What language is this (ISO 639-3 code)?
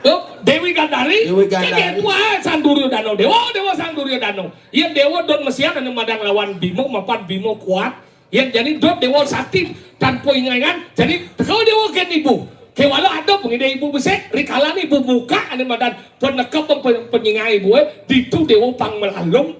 ban